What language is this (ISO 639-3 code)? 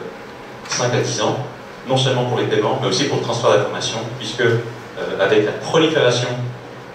fra